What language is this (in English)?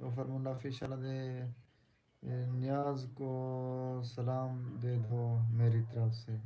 Saraiki